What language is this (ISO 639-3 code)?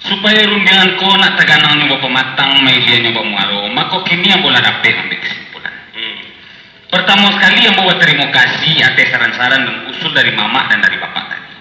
min